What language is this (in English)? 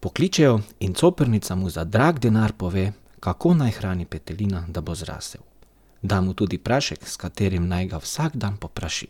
Slovenian